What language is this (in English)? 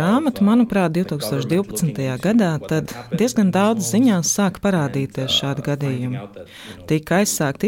Latvian